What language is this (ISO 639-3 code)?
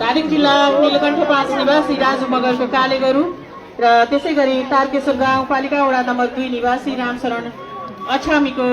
nep